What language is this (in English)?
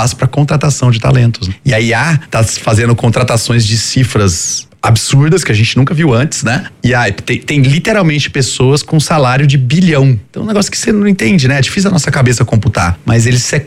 Portuguese